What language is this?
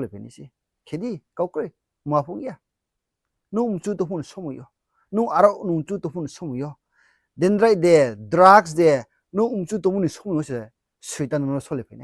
Riang (India)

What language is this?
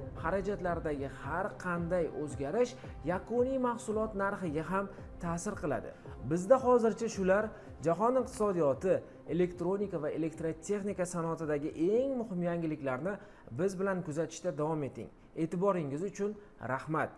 Uzbek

